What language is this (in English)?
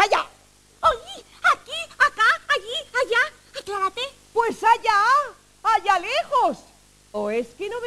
Spanish